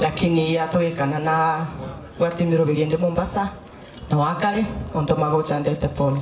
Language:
Gusii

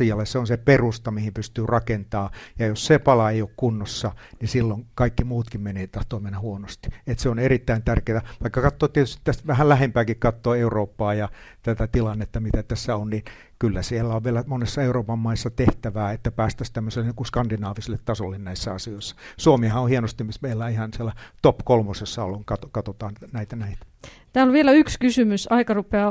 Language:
Finnish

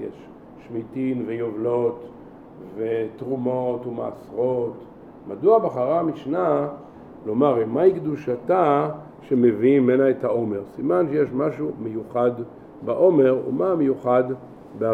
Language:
Hebrew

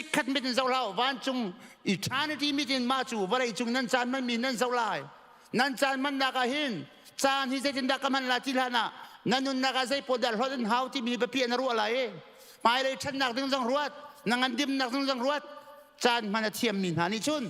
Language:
Hakha Chin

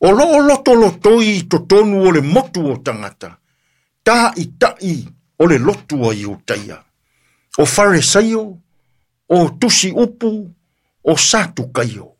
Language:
Samoan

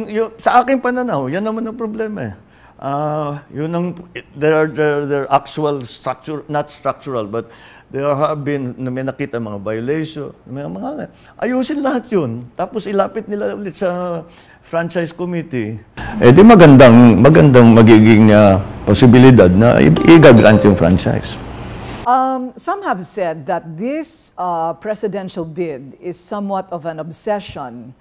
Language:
Filipino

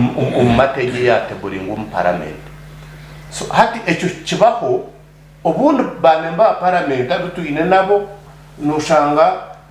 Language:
Nyankole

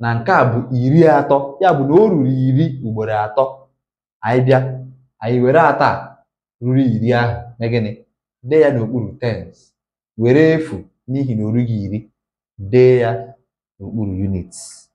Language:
Igbo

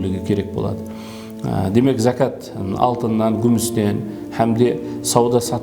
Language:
Kara-Kalpak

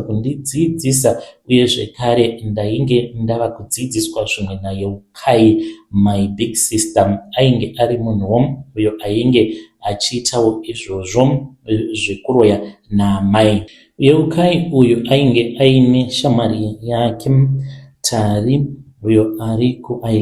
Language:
Shona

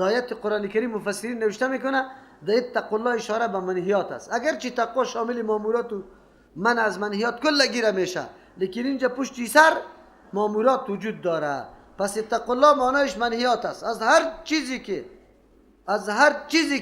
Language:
Persian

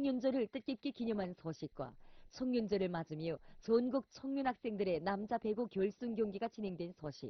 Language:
Korean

